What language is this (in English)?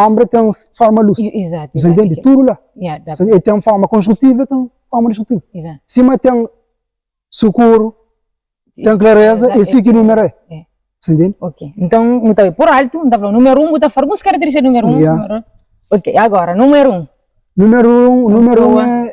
Kabuverdianu